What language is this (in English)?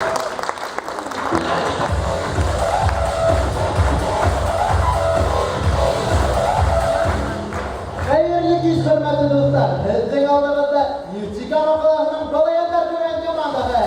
Bashkir